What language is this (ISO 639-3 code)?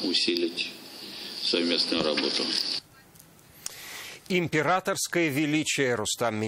rus